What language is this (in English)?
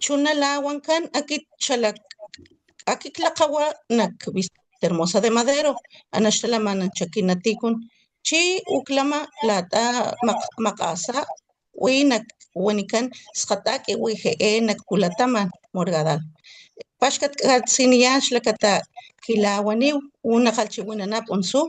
Papantla Totonac